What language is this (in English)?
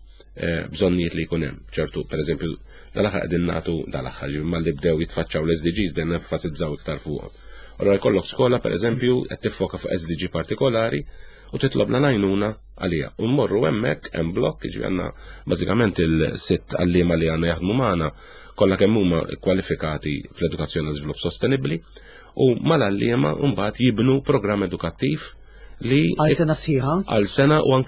Maltese